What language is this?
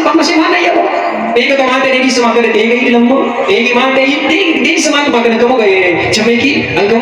Buginese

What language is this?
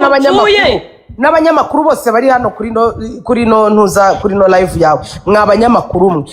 Kinyarwanda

